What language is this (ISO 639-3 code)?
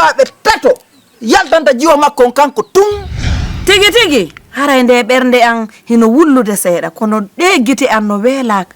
ful